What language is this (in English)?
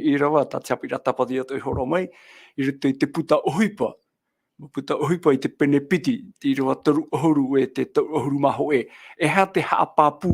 Tahitian